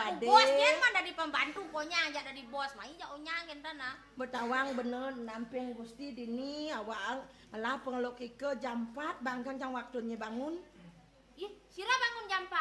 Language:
Balinese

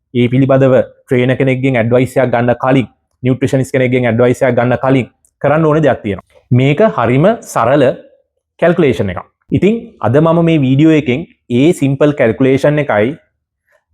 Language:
Sinhala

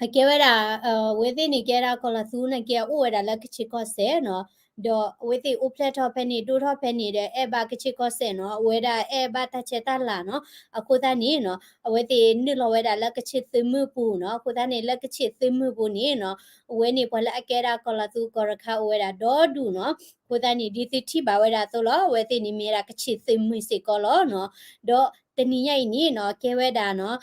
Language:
S'gaw Karen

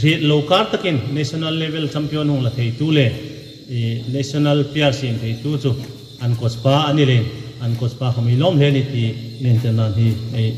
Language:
Hmar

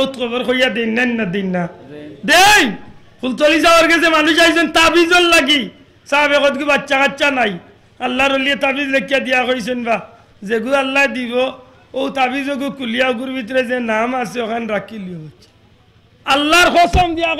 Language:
Sylheti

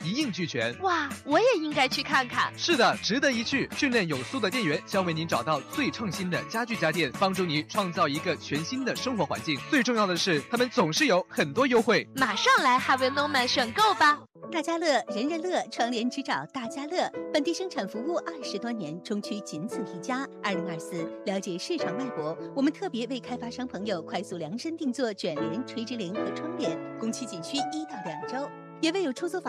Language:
Chinese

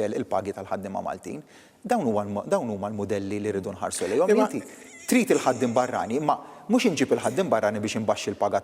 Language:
Maltese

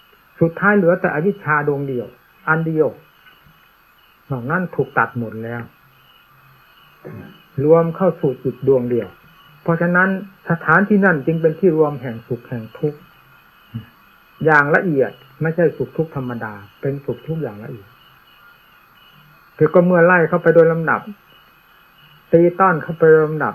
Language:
Thai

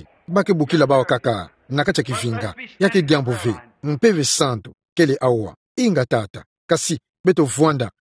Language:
Kituba (Democratic Republic of Congo)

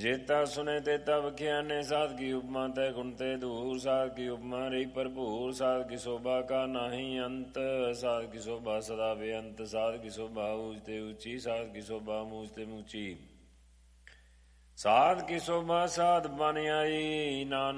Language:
Punjabi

